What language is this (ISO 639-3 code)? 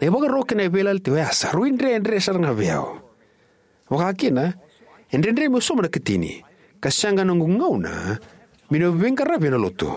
fij